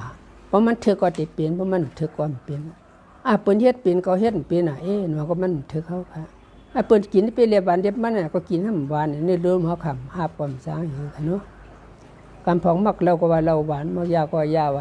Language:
Shan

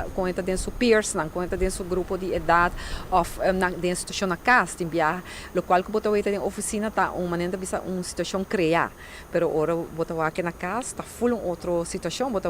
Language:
Papiamento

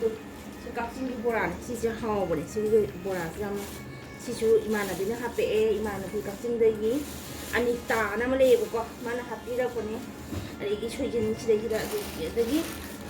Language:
Manipuri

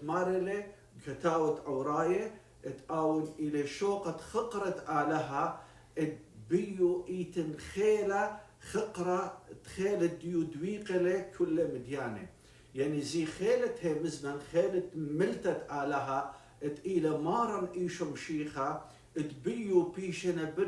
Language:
Assyrian Neo-Aramaic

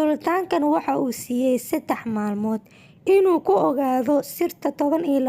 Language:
Somali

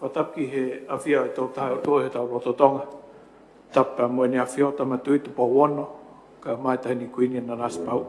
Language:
Tongan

